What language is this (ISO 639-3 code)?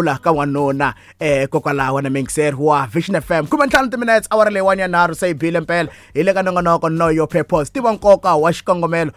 tso